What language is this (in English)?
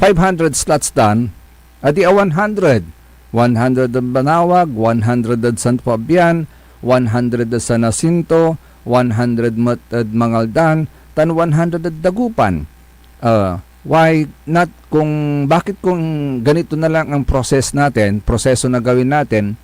Pangasinan